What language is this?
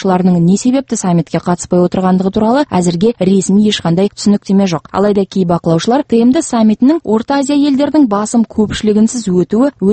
Kazakh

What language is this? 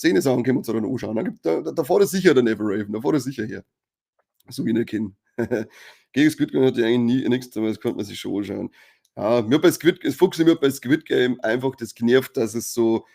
Bavarian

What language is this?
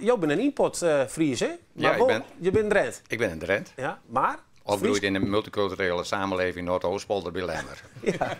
Western Frisian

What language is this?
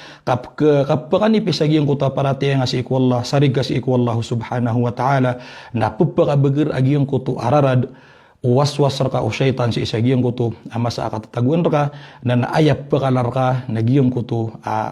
Maranao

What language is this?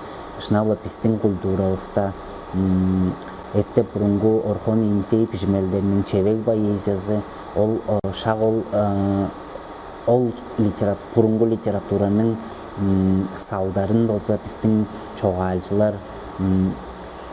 Tuvinian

